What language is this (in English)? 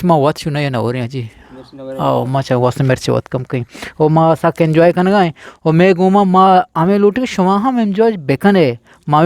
Eastern Balochi